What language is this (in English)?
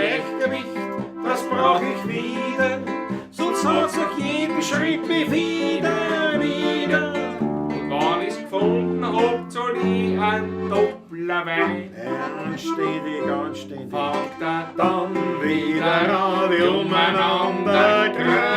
Bavarian